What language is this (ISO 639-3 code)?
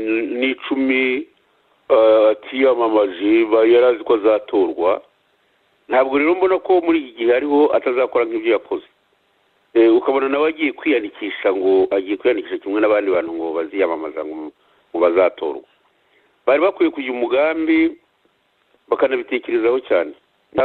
kin